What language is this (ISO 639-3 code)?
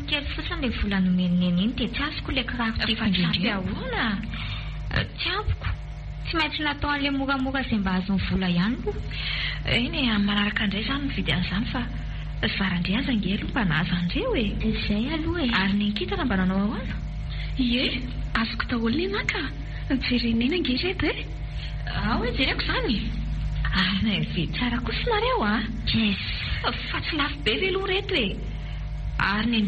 mlg